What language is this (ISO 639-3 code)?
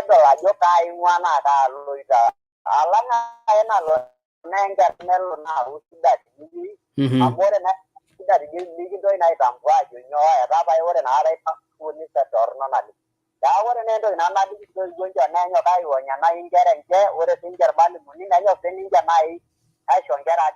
mas